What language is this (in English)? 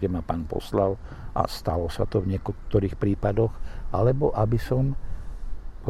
Slovak